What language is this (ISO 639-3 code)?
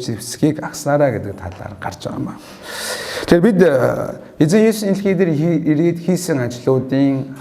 mon